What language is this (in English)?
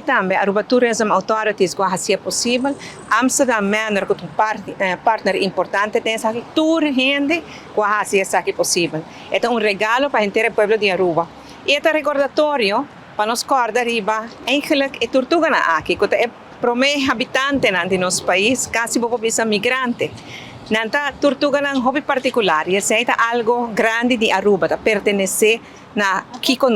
Papiamento